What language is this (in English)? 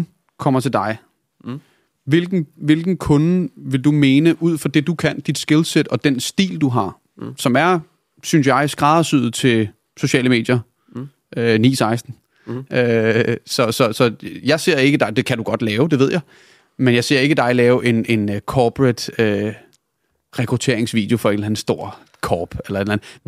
Danish